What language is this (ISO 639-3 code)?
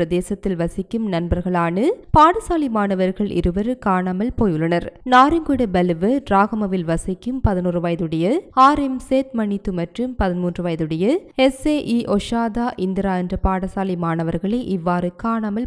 tam